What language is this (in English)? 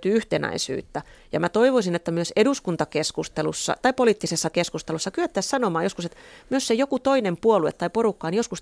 Finnish